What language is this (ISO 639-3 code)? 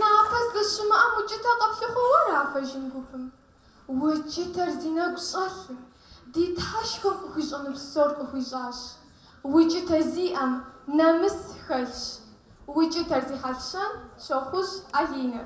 kbd